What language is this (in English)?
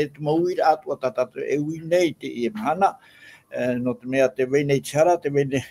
Tahitian